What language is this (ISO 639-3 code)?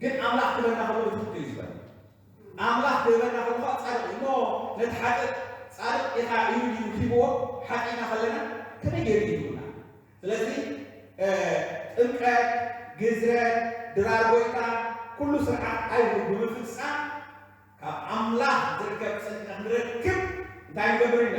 tir